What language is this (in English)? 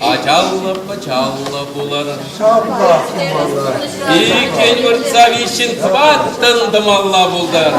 Chuvash